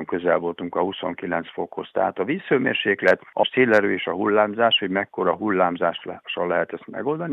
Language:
Hungarian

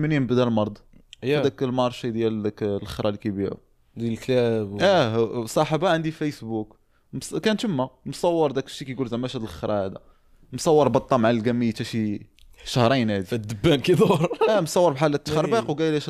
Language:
Moroccan Arabic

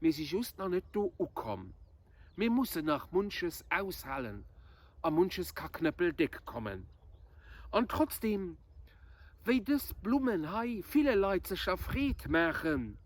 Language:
Luxembourgish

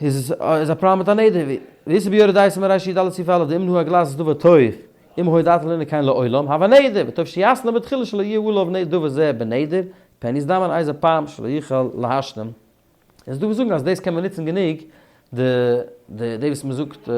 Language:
Yiddish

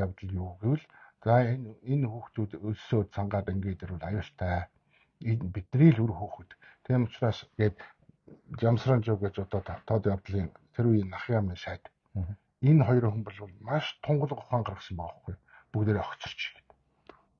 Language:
Mongolian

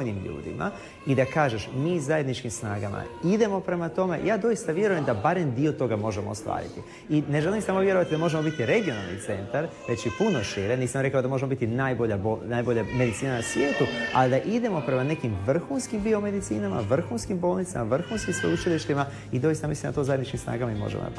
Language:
Croatian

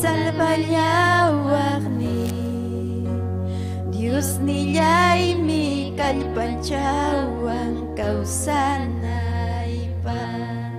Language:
Ayacucho Quechua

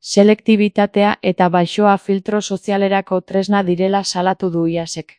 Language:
Basque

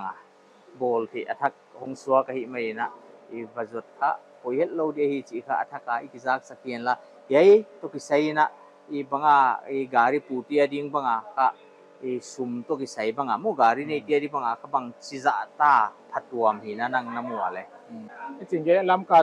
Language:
Paite Chin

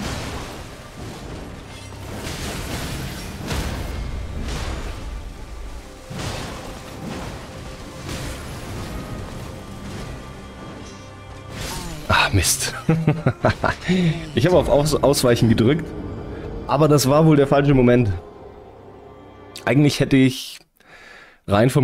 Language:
German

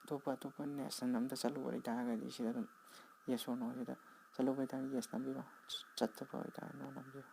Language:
Manipuri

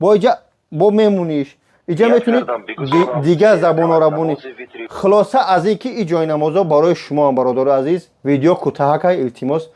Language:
Tajik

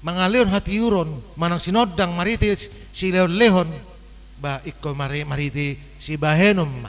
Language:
Batak Toba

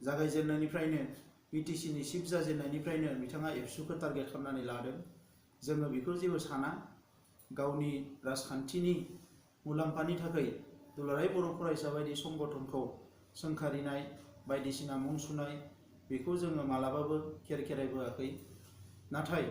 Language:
Bodo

